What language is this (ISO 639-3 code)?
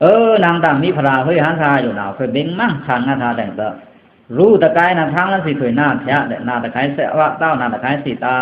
blk